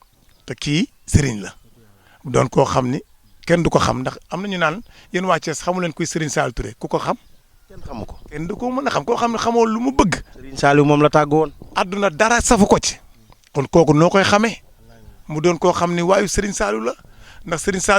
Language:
Wolof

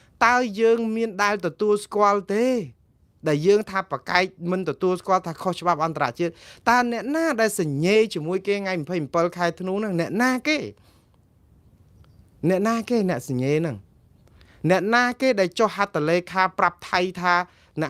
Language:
Khmer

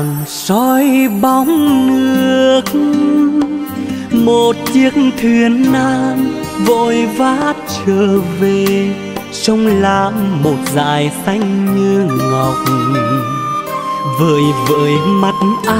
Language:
Vietnamese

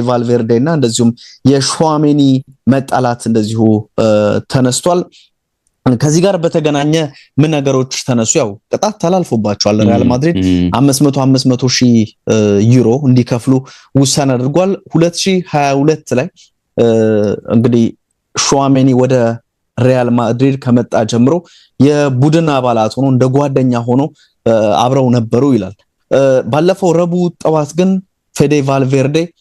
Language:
Amharic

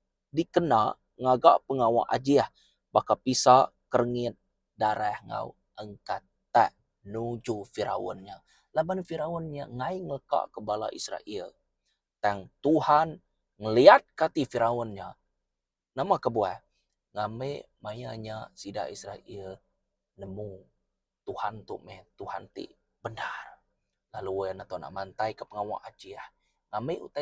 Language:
Iban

